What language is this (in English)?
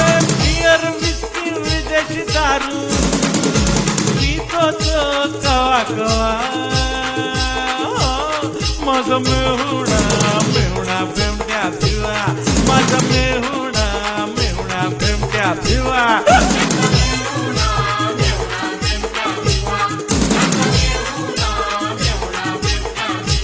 Marathi